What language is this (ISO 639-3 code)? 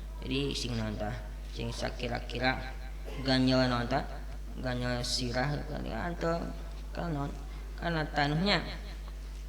sun